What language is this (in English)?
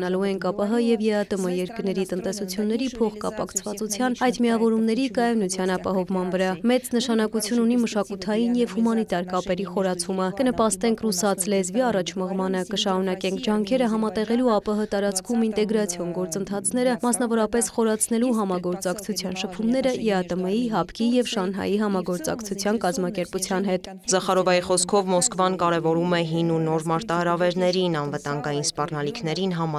Armenian